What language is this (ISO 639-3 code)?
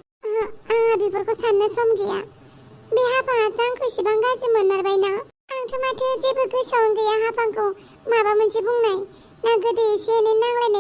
brx